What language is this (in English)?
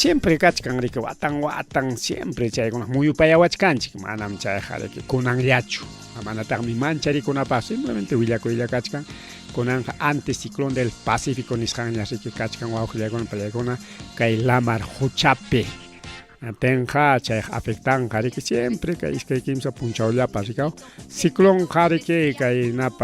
Ayacucho Quechua